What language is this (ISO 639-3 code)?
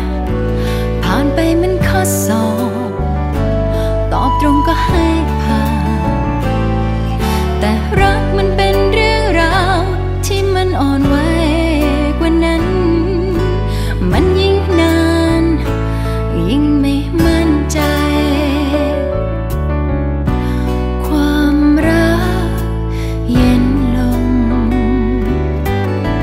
tha